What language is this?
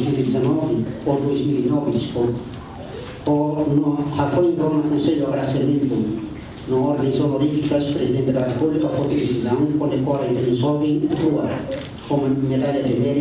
Tetum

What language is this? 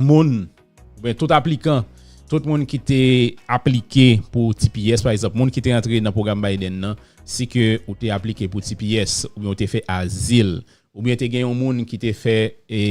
Haitian Creole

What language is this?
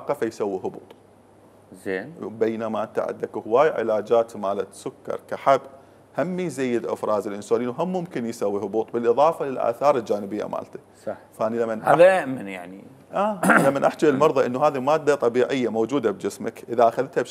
Mesopotamian Arabic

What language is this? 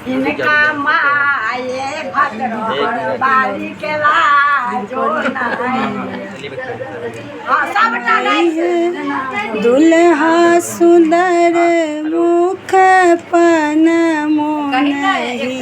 Maithili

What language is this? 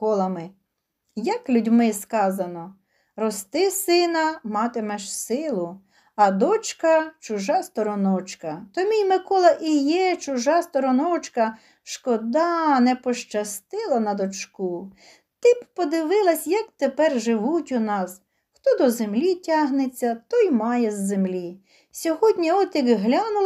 Ukrainian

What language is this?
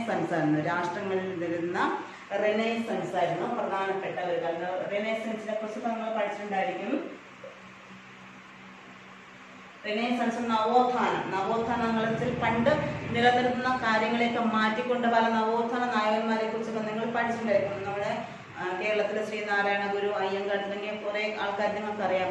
Malayalam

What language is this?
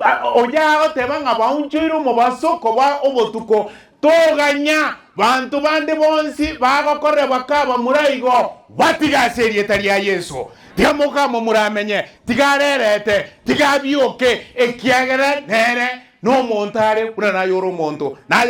Gusii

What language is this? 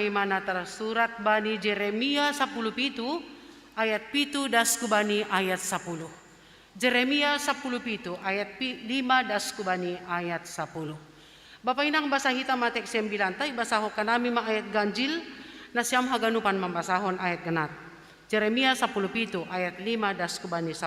Batak Simalungun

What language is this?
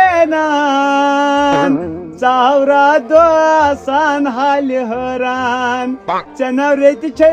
Kashmiri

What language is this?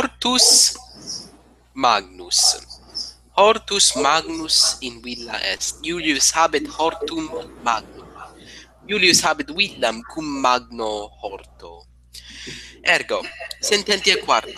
Latin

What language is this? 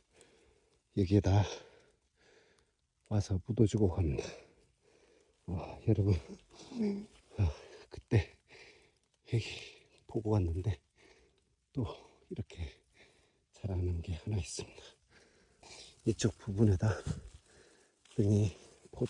Korean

